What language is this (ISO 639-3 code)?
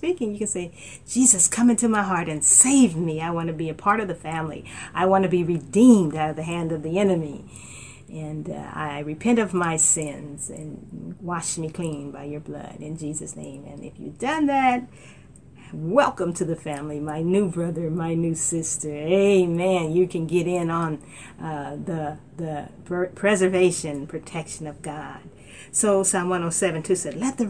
eng